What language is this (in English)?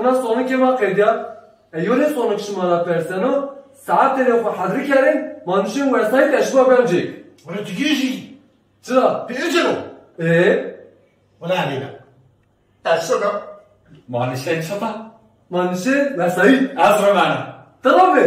Zaza